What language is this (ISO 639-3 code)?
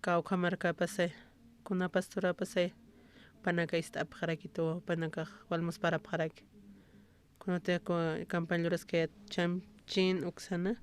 aym